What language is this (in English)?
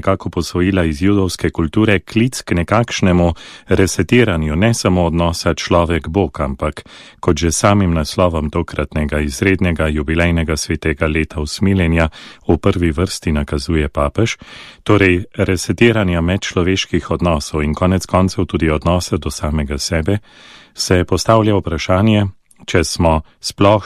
Slovenian